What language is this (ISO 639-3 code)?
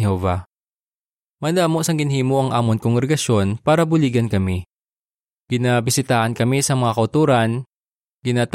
hil